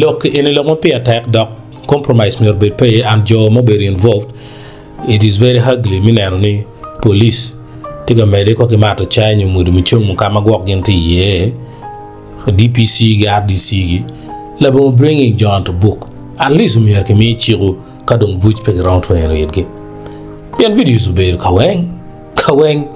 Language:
Acoli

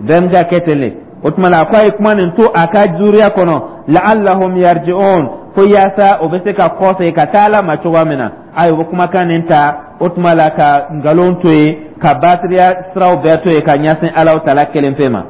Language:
Dyula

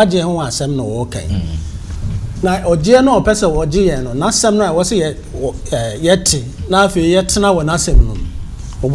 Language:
Akan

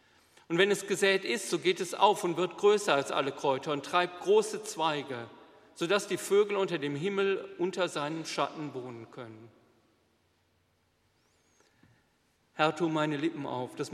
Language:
German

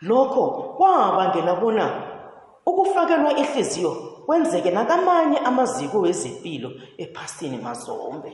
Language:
South Ndebele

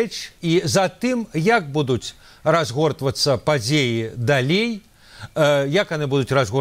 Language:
Belarusian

